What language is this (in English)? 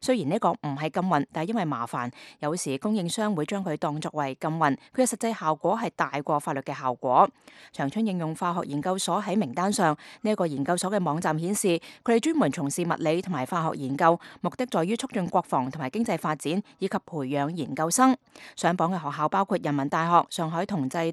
Cantonese